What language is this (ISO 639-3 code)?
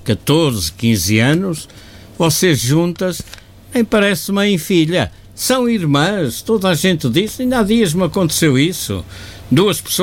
por